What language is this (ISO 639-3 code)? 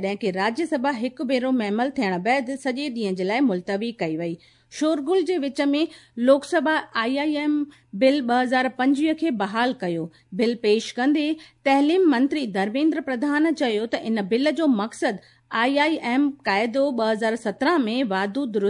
snd